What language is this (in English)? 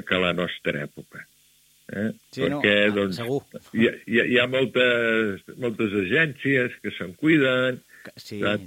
Catalan